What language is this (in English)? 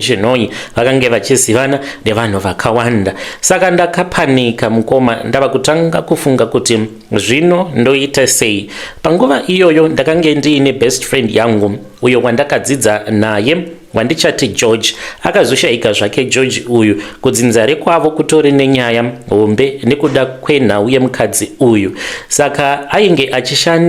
Shona